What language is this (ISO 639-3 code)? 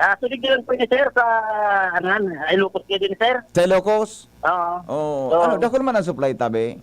bik